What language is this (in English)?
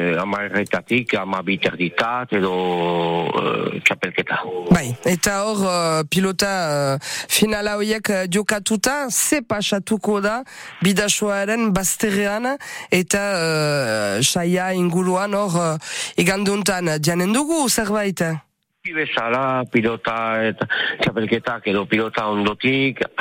Basque